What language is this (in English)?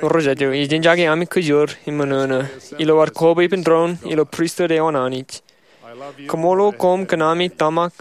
Marshallese